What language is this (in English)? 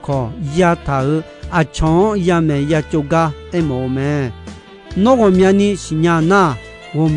Akha